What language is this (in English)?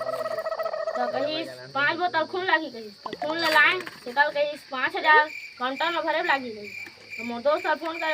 Chhattisgarhi